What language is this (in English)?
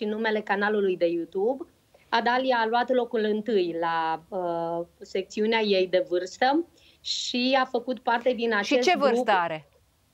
Romanian